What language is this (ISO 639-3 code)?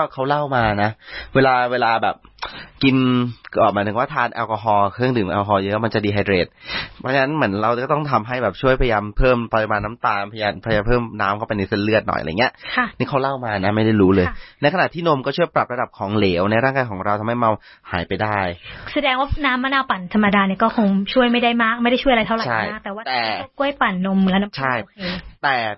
tha